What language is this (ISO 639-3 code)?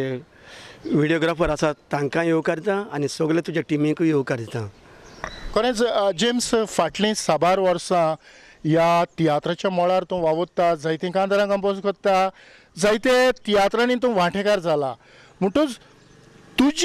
kok